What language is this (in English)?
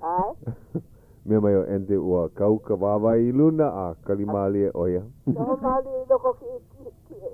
Hawaiian